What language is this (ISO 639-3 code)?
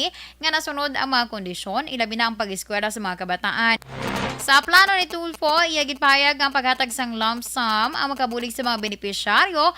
hil